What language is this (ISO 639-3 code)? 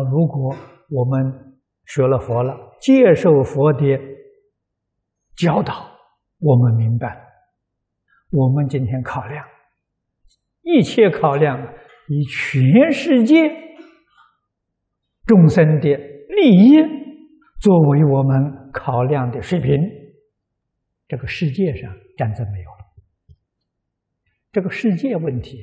zho